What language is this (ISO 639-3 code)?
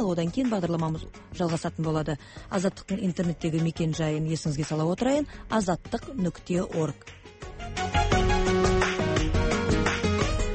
kaz